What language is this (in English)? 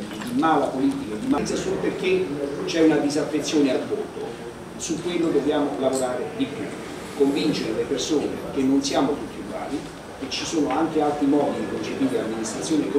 Italian